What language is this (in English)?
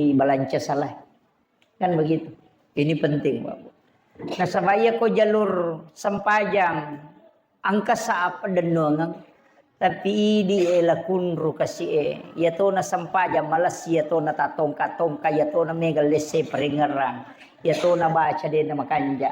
Buginese